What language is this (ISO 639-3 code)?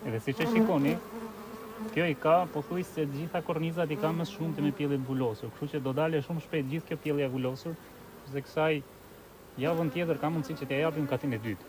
sqi